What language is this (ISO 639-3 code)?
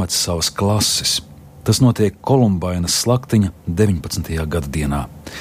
lav